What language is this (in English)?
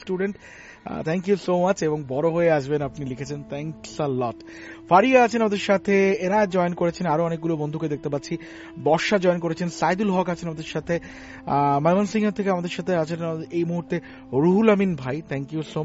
Bangla